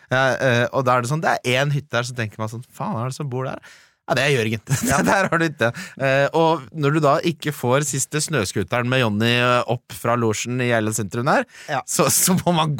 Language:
Norwegian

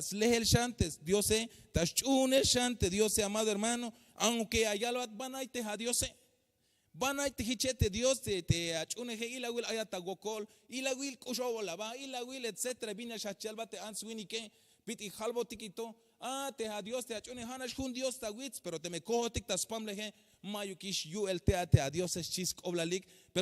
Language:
Tzeltal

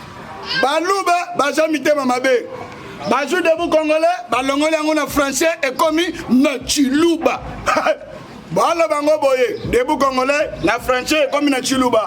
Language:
Lingala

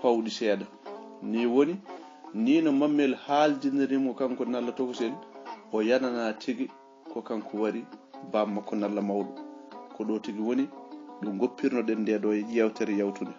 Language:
Fula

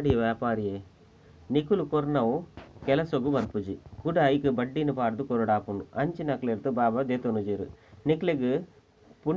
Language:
Tulu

